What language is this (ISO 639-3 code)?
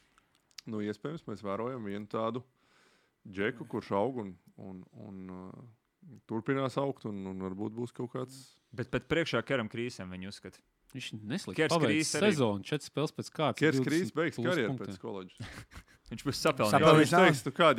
lav